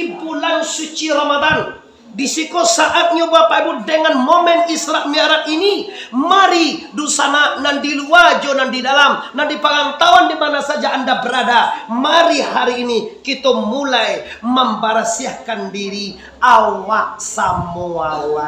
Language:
Minangkabau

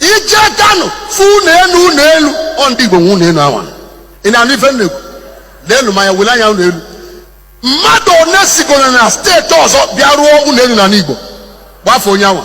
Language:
Igbo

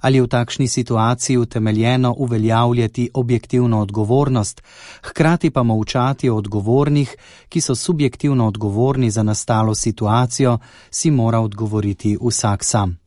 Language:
Slovenian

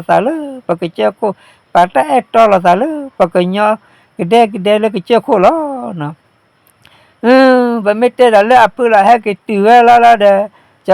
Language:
S'gaw Karen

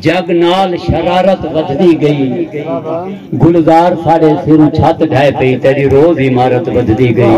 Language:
Saraiki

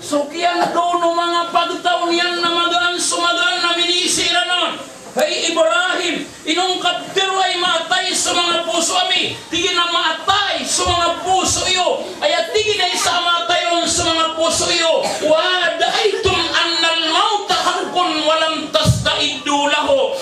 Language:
Maranao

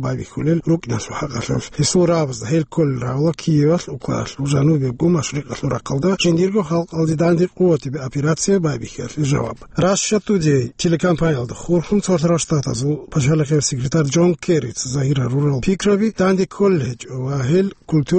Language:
Avaric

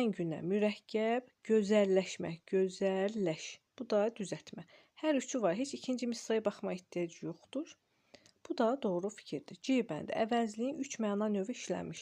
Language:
Azerbaijani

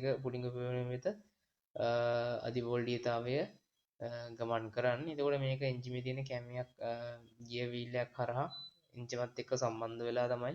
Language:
Sinhala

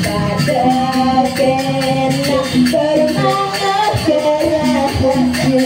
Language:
Balinese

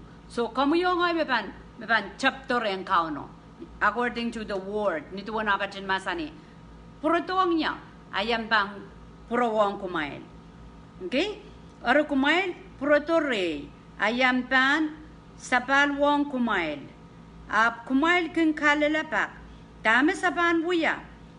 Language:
Pohnpeian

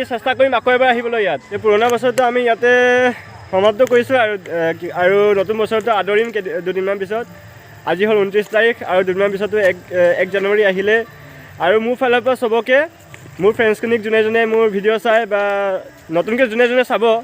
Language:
Assamese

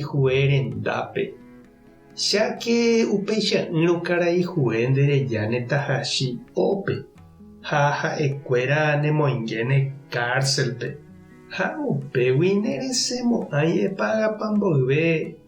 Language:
Guarani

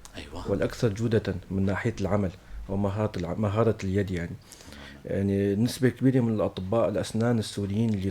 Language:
North Levantine Arabic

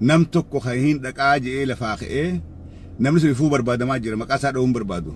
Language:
Oromo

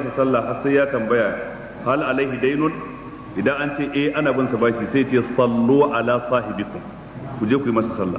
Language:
Hausa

